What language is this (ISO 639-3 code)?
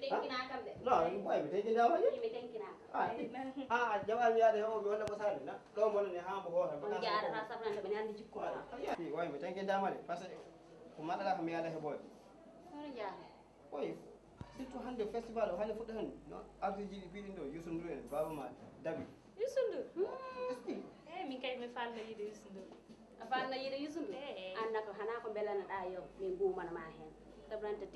ful